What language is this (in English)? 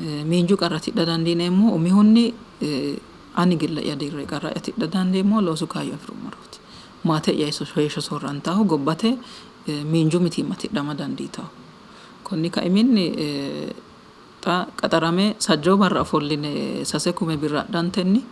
Sidamo